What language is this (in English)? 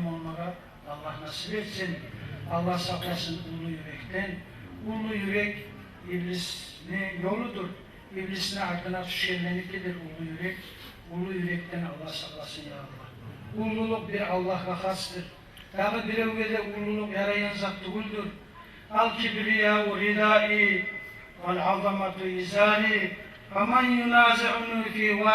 Kumyk